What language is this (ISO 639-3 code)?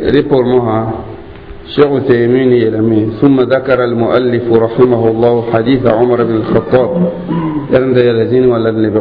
mos